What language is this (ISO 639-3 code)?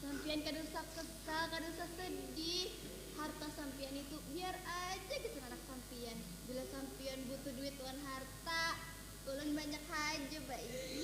bjn